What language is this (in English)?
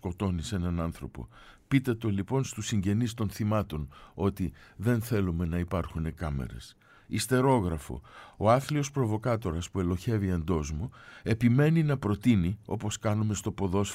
Greek